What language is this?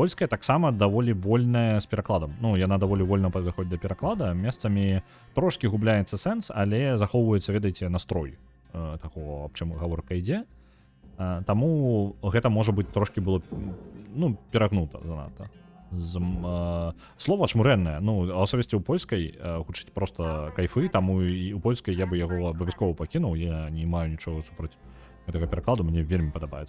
Belarusian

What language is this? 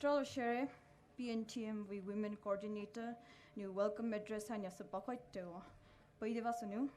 Poumei Naga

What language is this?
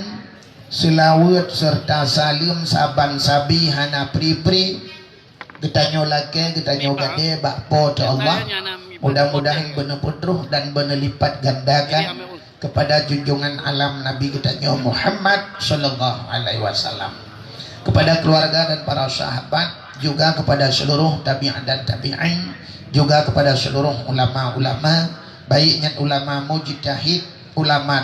Achinese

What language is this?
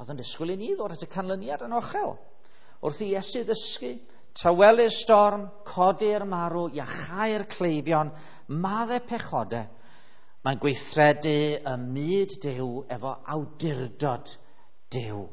Welsh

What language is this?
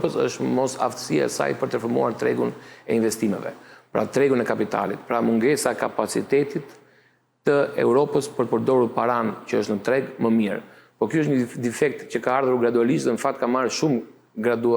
Albanian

